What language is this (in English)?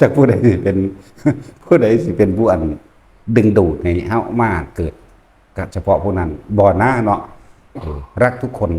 Northeastern Thai